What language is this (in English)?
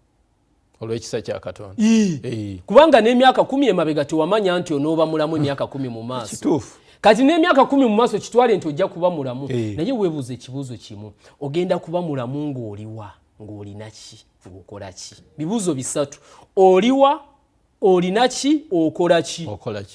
Ganda